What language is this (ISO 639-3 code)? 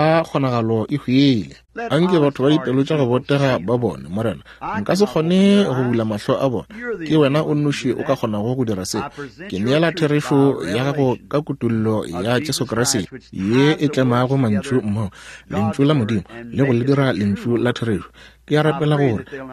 nso